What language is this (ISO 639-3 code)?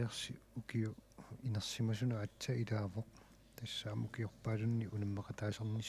kal